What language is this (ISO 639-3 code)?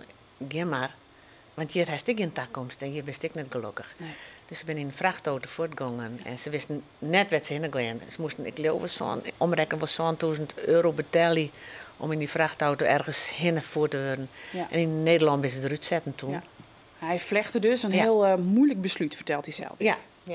fry